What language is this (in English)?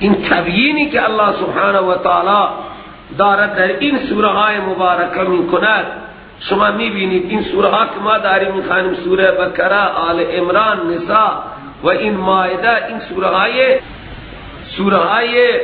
Persian